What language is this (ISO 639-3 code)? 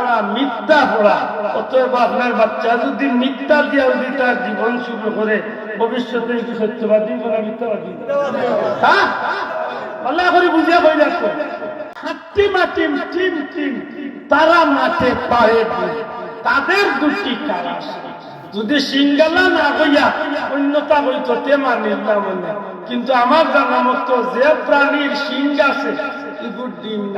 syl